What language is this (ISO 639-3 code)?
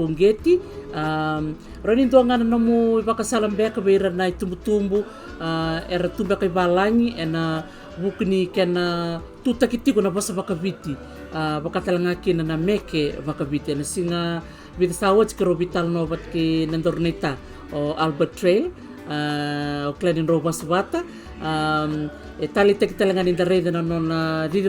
fij